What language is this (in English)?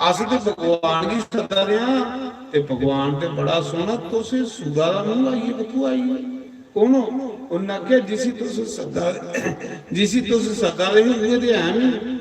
Dogri